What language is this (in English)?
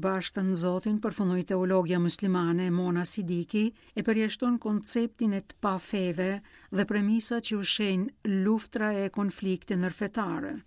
Albanian